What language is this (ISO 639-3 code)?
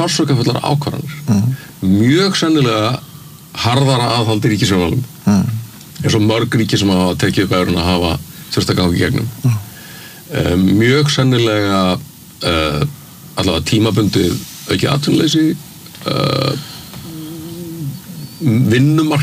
isl